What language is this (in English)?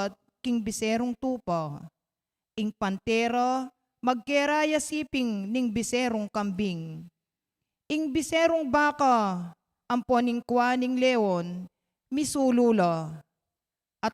Pampanga